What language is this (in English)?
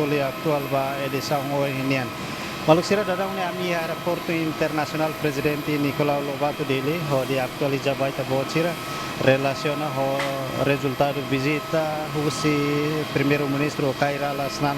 Tetum